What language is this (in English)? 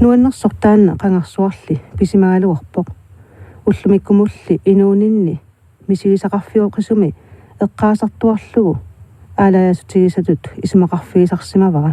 Kalaallisut